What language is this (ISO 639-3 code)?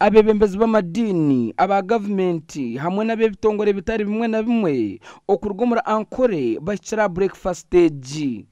nyn